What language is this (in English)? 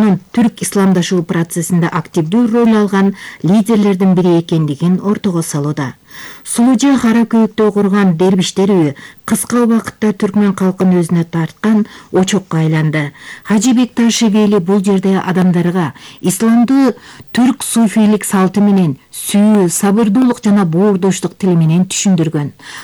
Kyrgyz